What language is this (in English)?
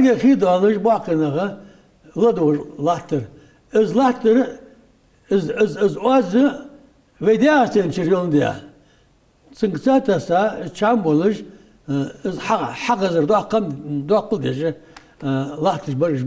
Ingush